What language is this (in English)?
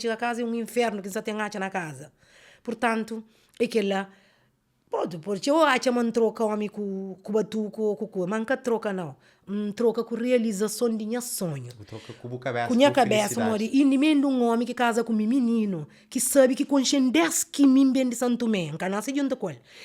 Kabuverdianu